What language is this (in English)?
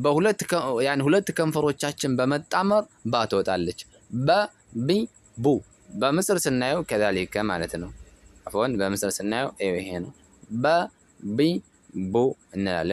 Amharic